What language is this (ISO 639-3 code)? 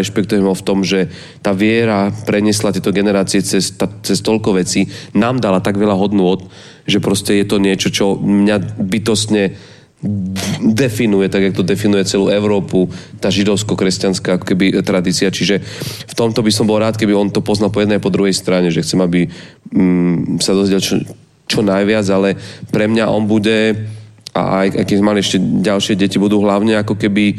slk